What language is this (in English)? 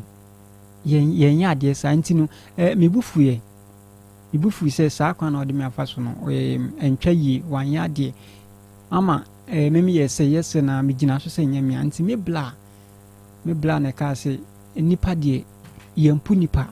Akan